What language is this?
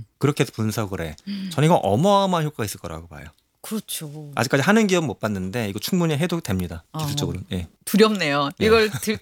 Korean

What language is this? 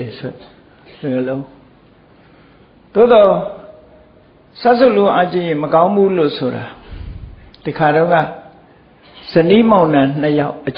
Burmese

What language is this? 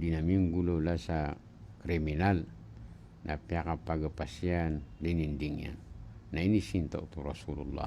Maranao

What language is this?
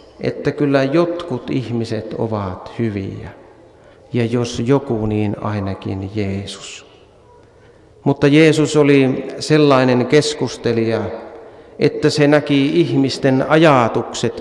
Finnish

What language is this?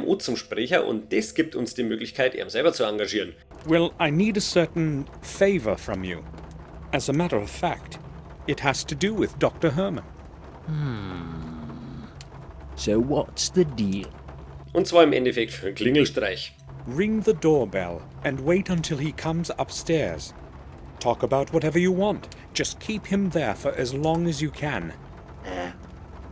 Bavarian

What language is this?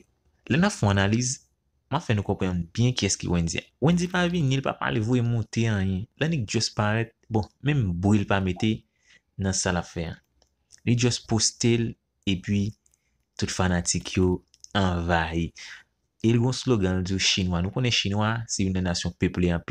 Haitian Creole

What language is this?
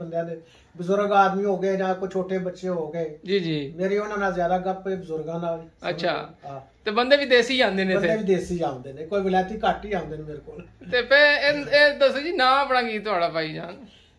Punjabi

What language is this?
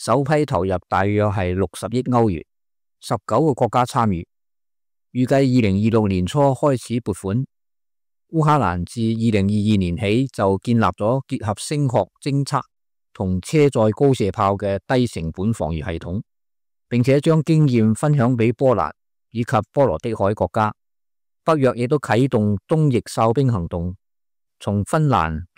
Cantonese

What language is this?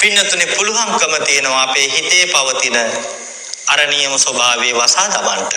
Sinhala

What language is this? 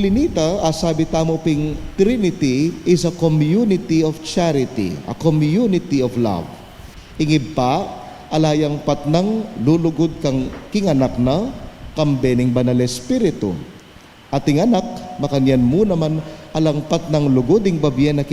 Pampanga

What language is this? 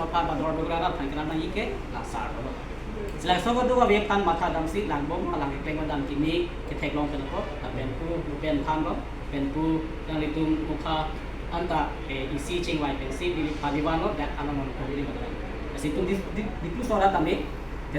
Karbi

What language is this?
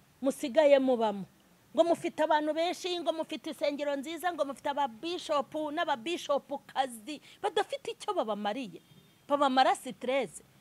Kinyarwanda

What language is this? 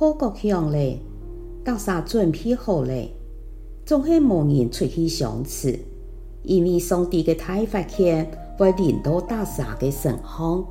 Hakka Chinese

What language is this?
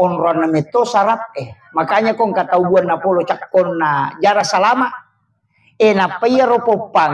Buginese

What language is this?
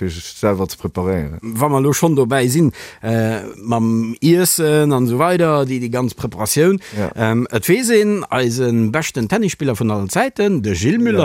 Luxembourgish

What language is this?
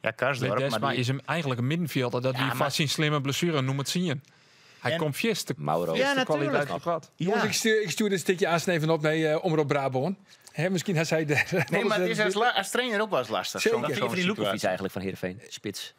Western Frisian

